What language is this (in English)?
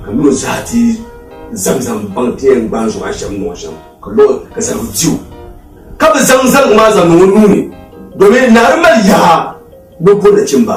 Dagbani